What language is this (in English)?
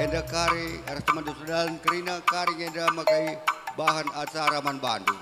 Batak Karo